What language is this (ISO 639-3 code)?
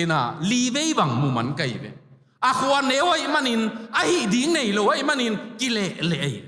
ctd